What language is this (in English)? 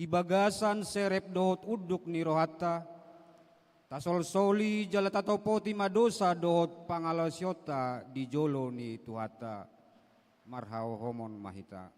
Batak Toba